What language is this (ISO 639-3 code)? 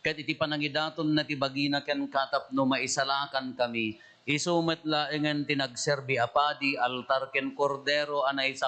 ilo